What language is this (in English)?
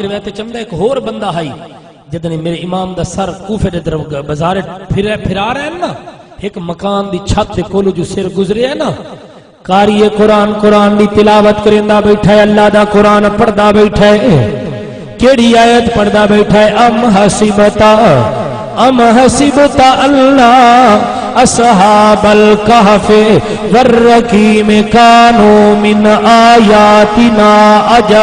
Saraiki